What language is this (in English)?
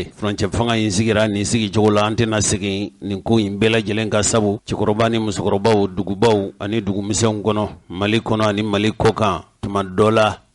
Bambara